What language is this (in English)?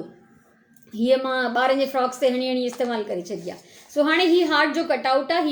Sindhi